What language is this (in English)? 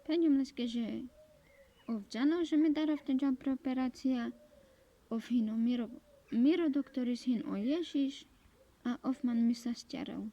Carpathian Romani